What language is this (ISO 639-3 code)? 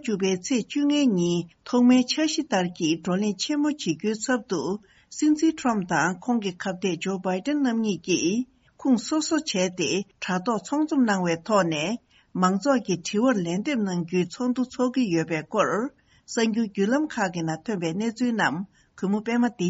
bod